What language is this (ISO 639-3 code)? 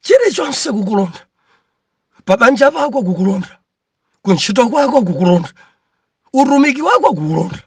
nya